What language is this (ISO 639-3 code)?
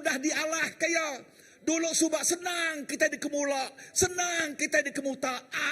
iba